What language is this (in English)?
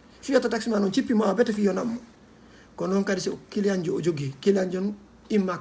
Fula